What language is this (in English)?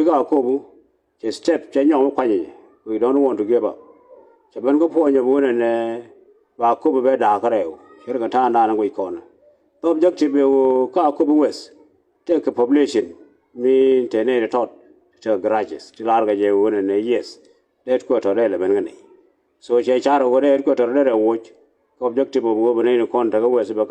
Nuer